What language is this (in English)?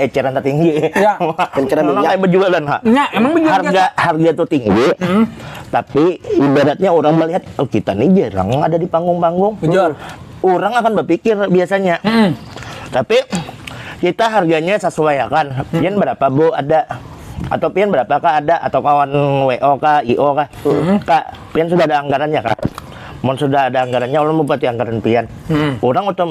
Banjar